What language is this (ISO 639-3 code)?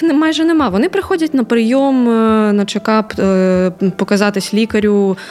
ukr